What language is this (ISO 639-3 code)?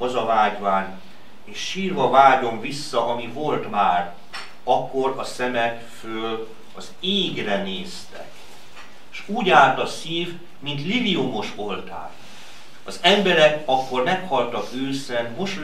hun